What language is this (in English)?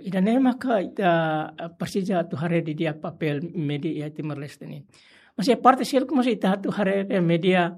Tetum